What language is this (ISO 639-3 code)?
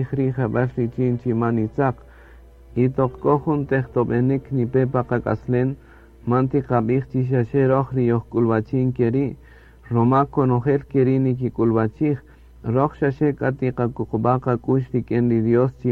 cak